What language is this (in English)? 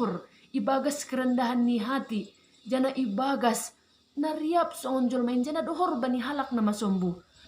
Batak Simalungun